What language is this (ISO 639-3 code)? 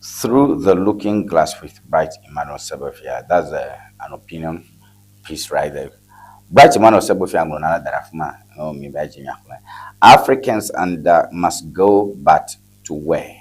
ewe